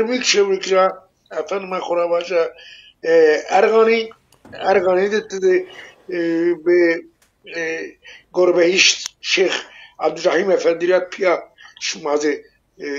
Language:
Zaza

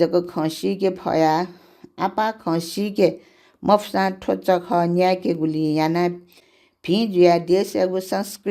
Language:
Newari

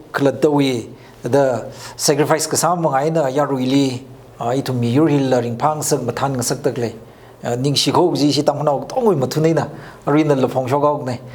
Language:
Tangkhul Naga (India)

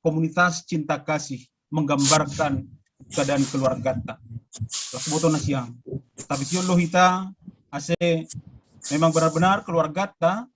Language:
Batak Simalungun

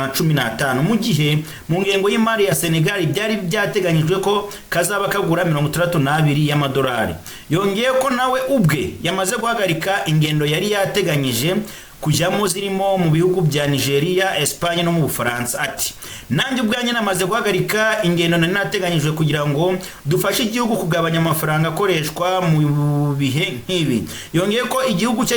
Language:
Kinyarwanda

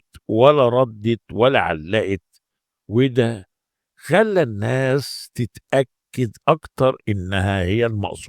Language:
Egyptian Arabic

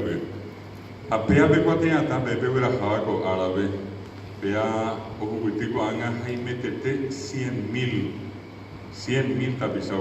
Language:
Guarani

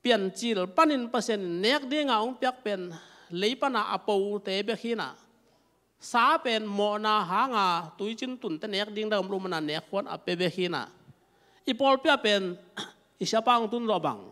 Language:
Tedim Chin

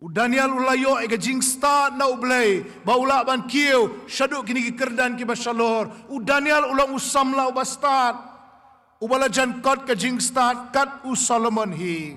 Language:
Khasi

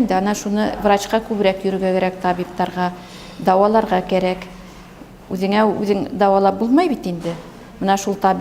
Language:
Bashkir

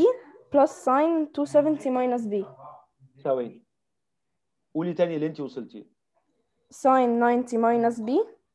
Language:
Egyptian Arabic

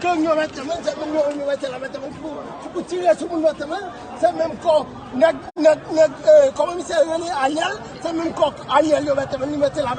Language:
Haitian Creole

